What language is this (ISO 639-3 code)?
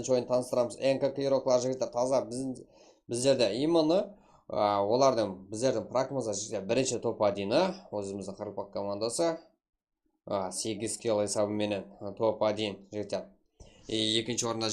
kaa